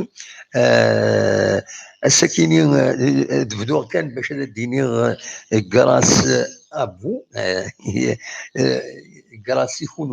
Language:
Kabyle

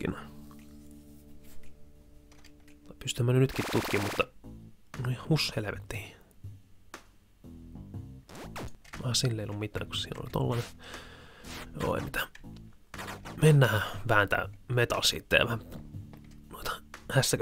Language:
Finnish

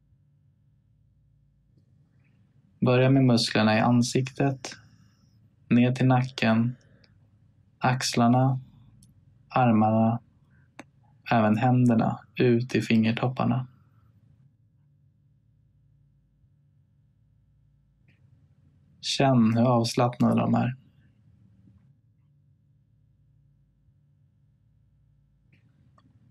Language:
Swedish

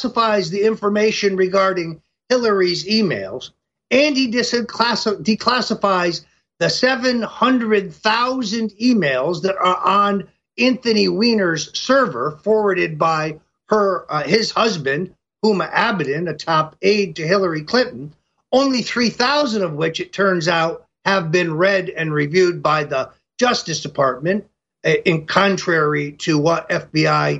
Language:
English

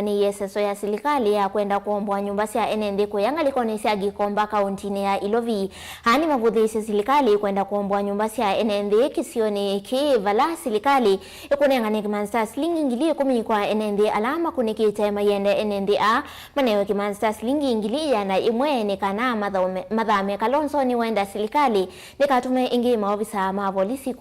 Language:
Kamba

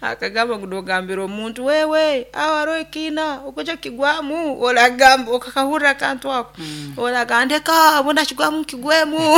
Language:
Nyoro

